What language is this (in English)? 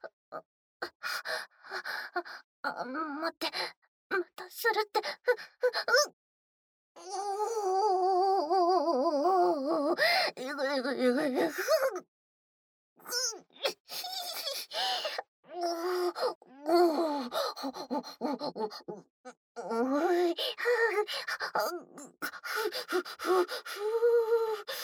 Japanese